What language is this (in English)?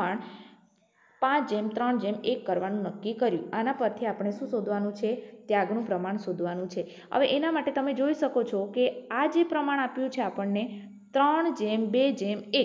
Gujarati